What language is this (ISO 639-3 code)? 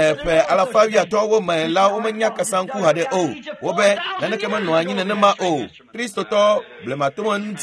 ewe